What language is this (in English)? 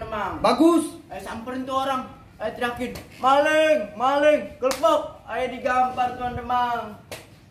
Betawi